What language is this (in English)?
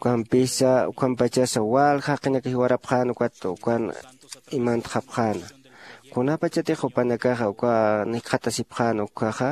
Aymara